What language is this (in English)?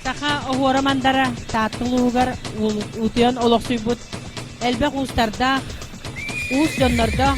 Yakut